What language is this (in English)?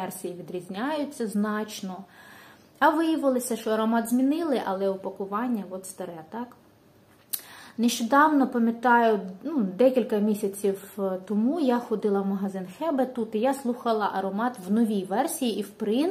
Ukrainian